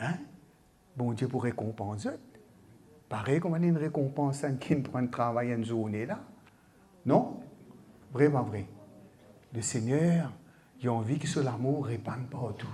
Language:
Morisyen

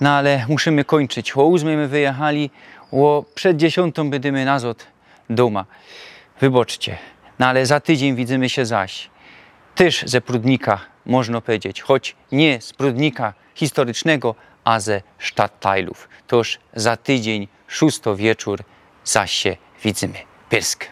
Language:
Silesian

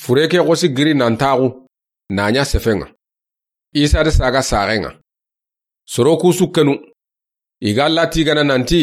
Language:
Soninke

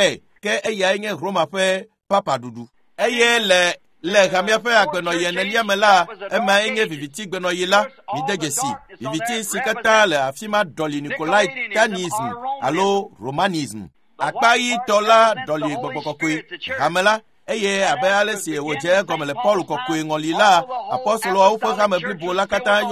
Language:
Ewe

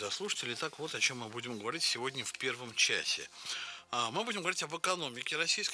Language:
Russian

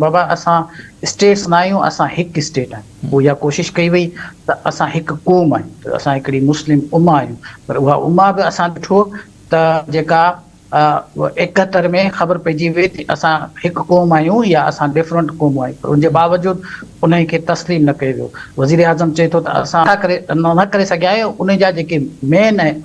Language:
Sindhi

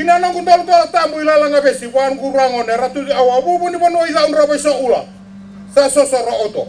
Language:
Fijian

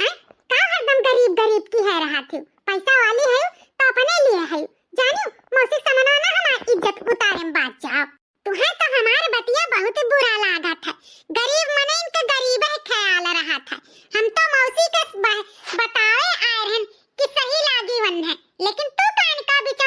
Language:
Awadhi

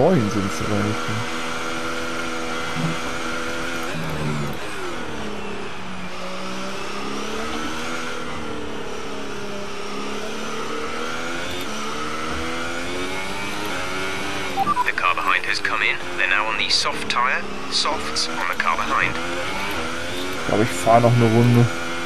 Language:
German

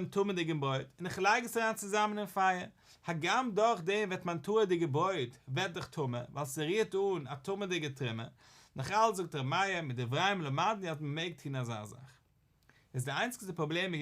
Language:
Yiddish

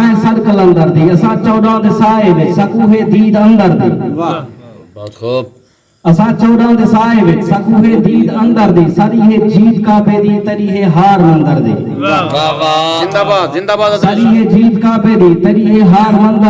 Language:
Saraiki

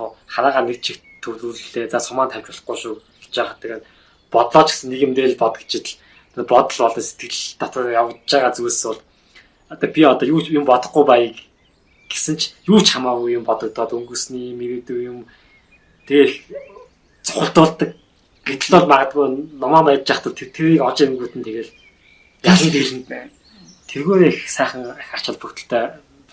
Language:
Mongolian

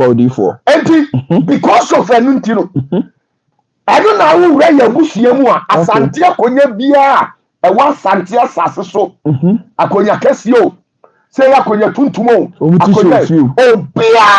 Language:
Akan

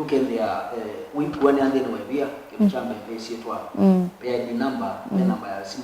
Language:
Kamba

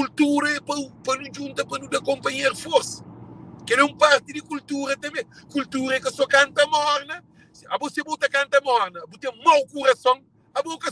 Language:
Kabuverdianu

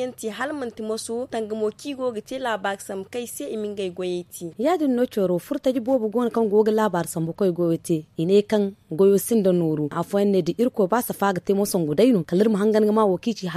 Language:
Zarma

